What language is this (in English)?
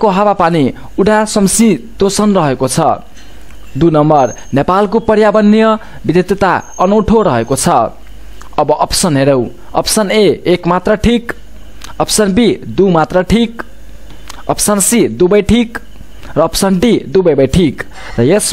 Nepali